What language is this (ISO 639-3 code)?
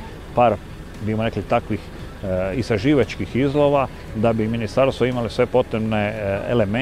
hrv